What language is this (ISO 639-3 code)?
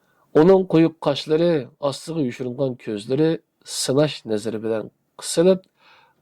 uig